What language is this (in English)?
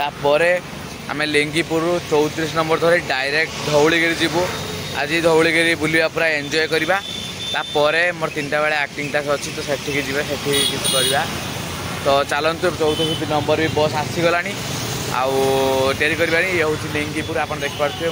Odia